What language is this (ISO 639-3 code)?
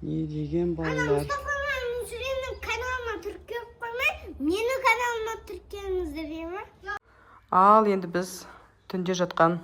kaz